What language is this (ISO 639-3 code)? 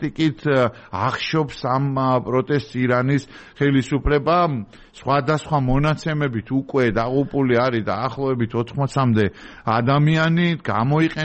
kat